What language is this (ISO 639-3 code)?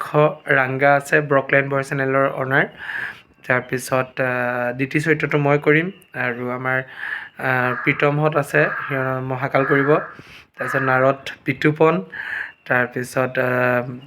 asm